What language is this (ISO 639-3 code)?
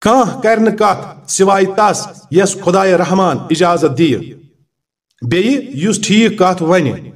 kas